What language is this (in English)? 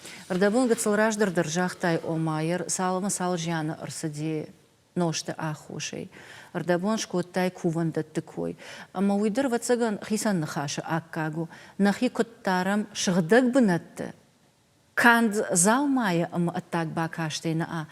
Ossetic